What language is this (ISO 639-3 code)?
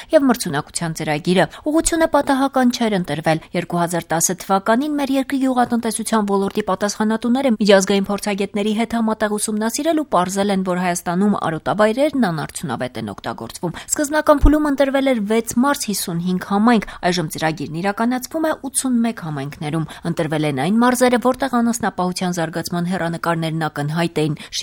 hye